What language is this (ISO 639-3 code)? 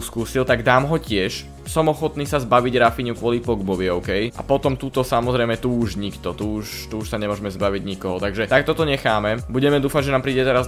slk